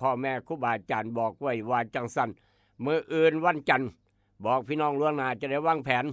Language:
Northeastern Thai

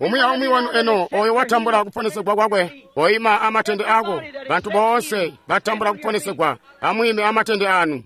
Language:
Tonga (Zambia)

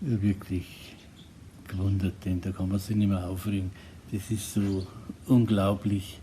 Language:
Bavarian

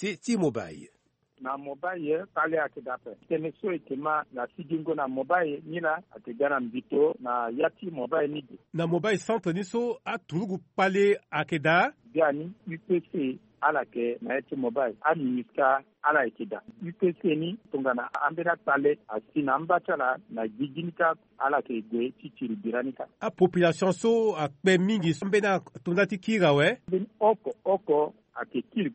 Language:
Sango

